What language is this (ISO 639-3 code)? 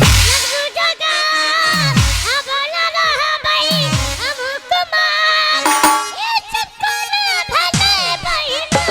mai